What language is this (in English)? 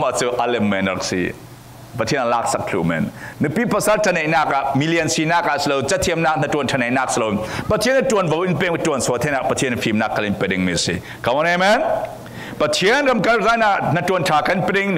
Falam Chin